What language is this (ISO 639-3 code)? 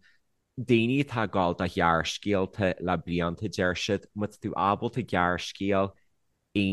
gle